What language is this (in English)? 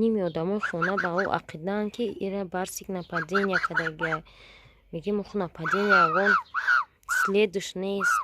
Tajik